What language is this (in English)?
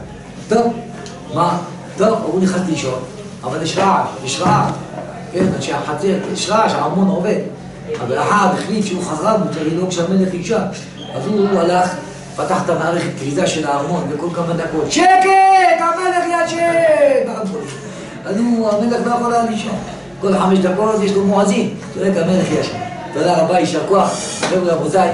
Hebrew